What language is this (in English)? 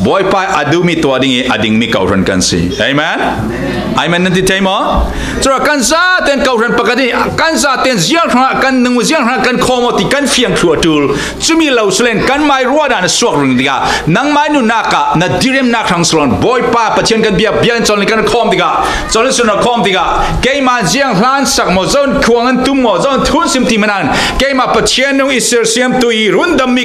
Falam Chin